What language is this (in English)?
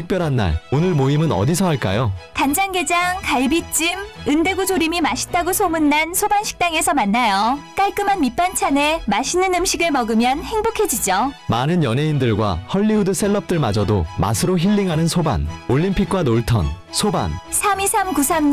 Korean